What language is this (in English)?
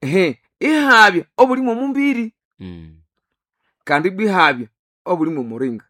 Nande